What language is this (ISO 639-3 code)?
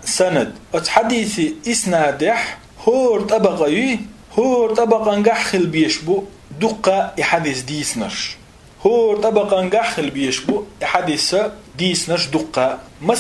che